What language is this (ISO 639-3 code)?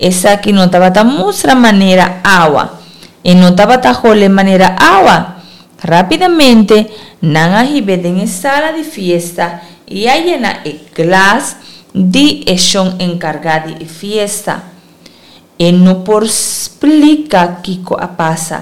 pap